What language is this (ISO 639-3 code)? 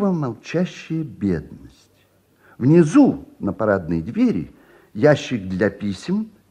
rus